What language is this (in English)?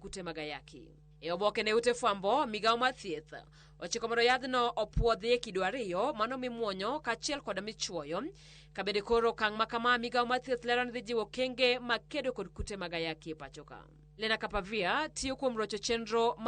Luo (Kenya and Tanzania)